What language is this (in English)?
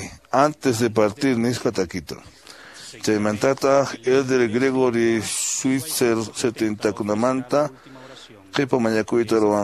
Quechua